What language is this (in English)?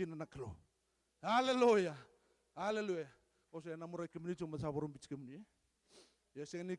Fijian